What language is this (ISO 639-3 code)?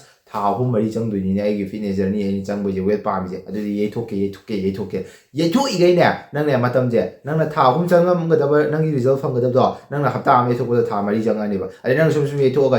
mni